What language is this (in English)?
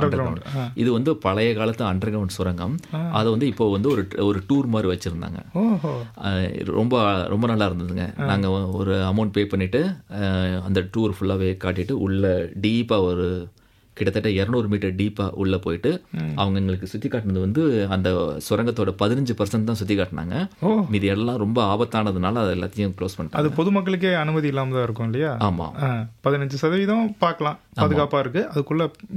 Tamil